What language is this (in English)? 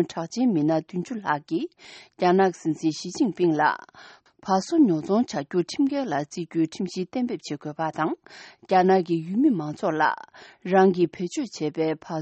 Tibetan